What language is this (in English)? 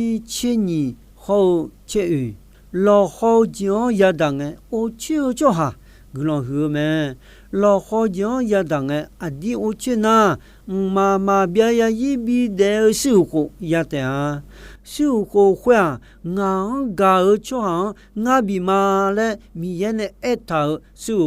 Akha